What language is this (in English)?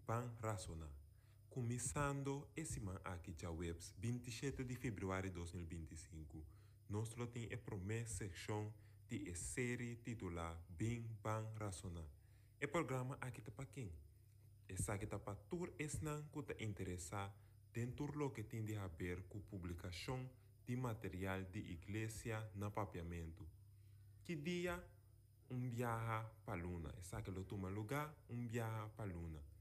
Papiamento